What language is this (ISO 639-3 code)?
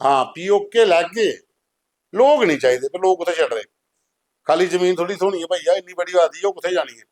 doi